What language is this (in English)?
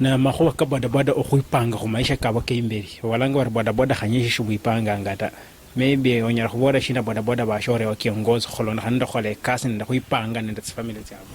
Luyia